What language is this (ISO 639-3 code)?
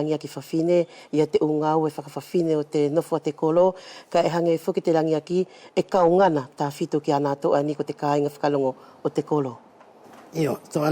wls